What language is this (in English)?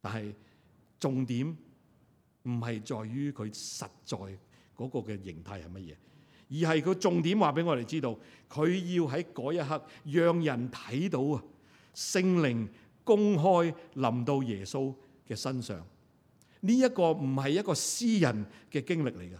Cantonese